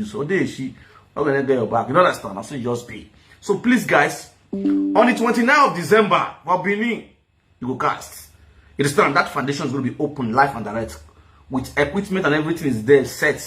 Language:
Nigerian Pidgin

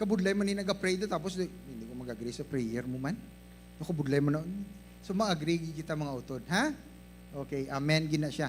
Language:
Hiligaynon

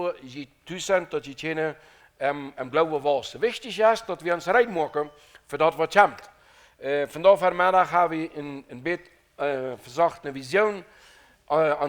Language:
Plautdietsch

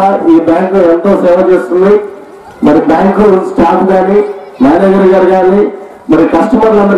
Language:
Telugu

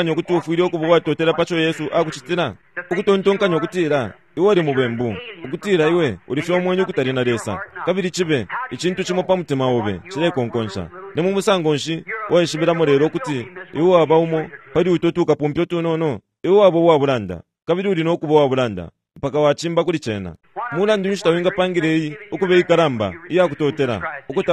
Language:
Bemba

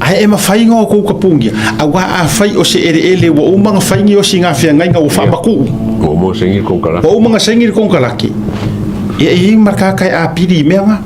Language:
Samoan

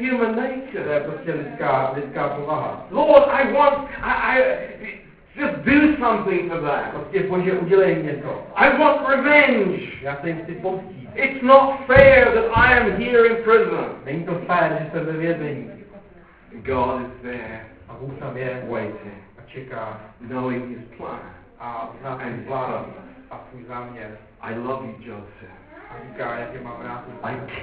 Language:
Czech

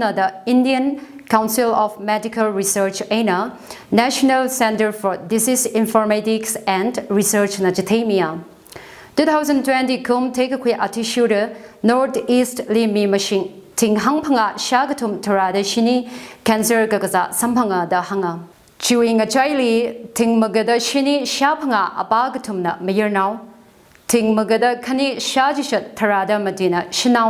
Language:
Tangkhul Naga (India)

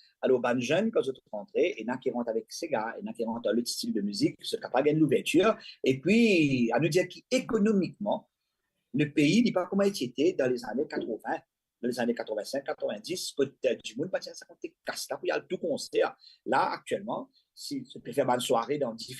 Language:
Morisyen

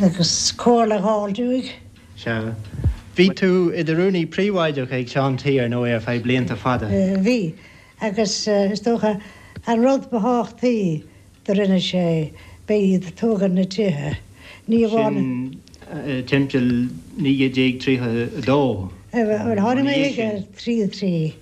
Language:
Irish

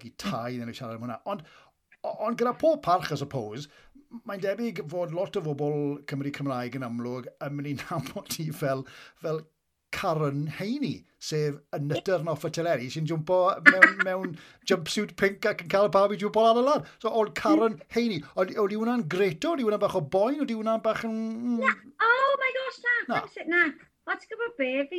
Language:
Welsh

